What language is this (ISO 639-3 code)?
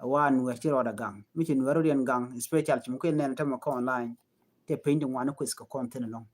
nus